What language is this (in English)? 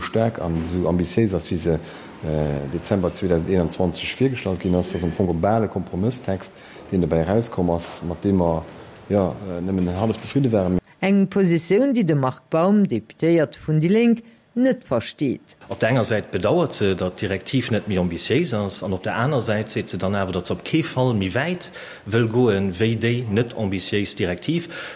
Luxembourgish